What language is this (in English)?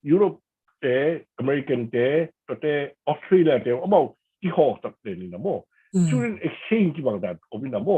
Tedim Chin